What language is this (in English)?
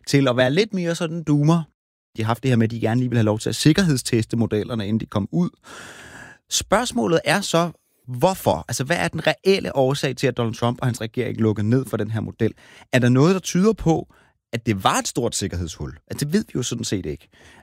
Danish